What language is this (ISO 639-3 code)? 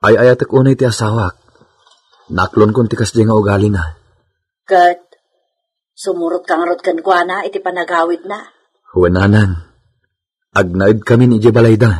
ilo